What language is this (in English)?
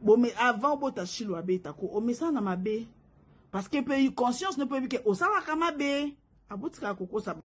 Lingala